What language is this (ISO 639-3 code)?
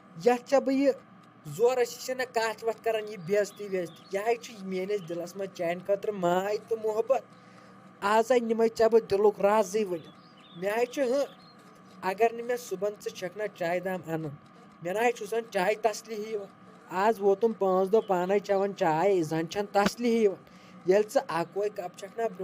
kas